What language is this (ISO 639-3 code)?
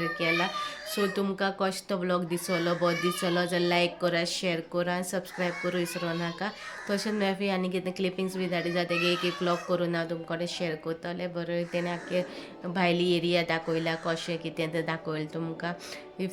kok